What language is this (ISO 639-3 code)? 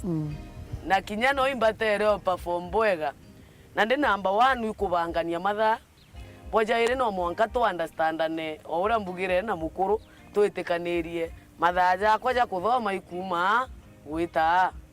mer